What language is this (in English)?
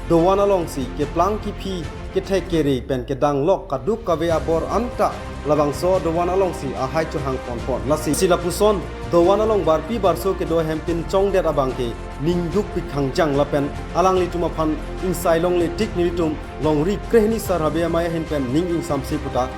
Karbi